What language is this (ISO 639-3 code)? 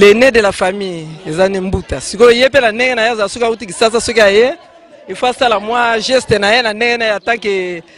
lin